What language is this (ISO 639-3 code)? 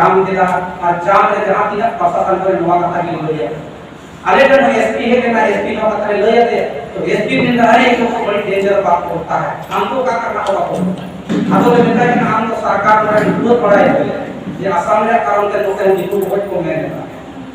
sat